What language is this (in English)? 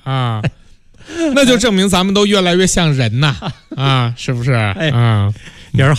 Chinese